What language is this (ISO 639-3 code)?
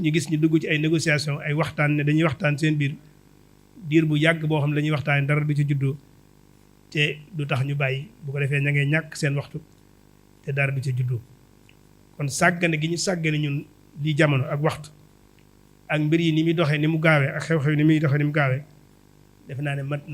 wol